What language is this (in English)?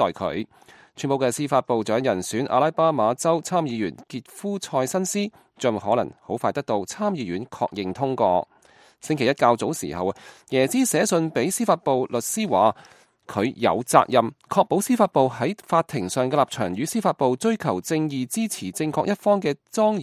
Cantonese